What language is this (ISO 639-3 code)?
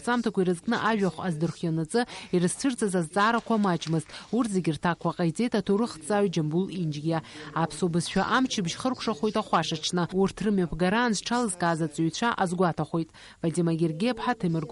abk